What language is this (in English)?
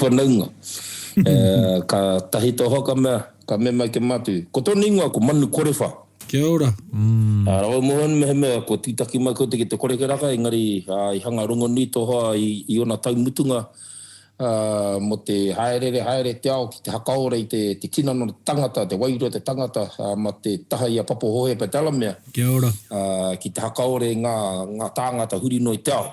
Māori